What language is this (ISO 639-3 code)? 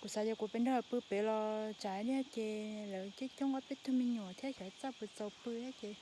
hmn